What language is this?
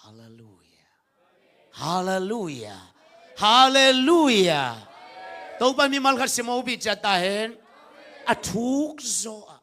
Tedim Chin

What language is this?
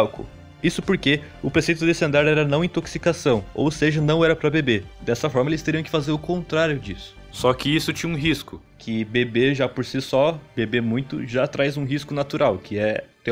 Portuguese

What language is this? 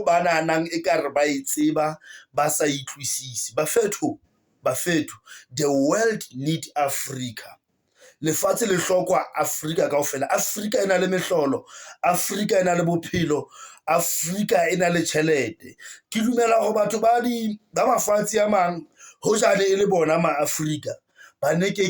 Southern Sotho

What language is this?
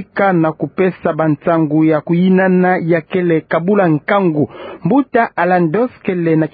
Kituba (Democratic Republic of Congo)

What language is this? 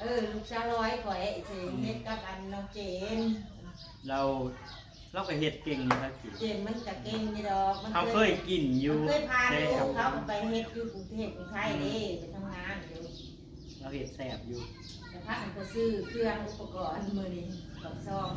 Northeastern Thai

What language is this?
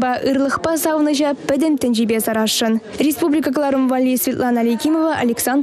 Chuvash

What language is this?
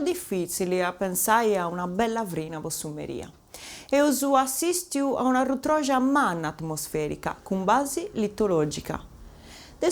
Sardinian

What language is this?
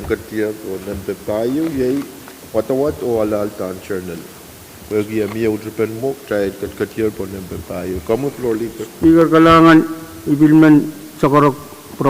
Pohnpeian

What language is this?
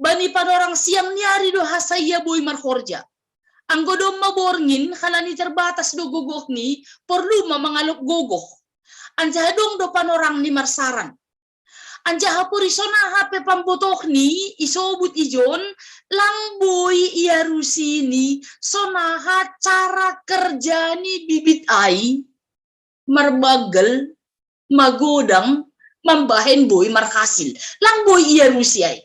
Batak Simalungun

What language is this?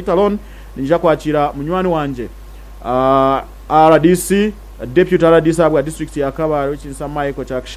Nyankole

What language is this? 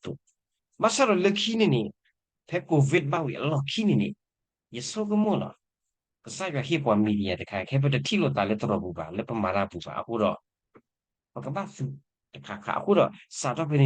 S'gaw Karen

